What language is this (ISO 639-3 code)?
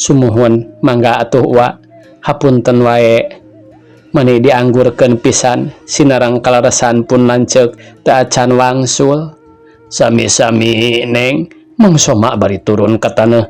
sun